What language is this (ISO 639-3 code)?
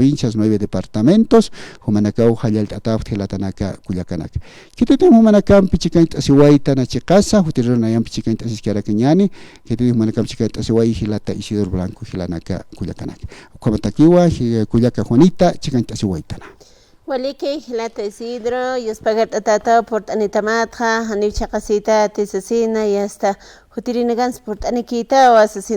aym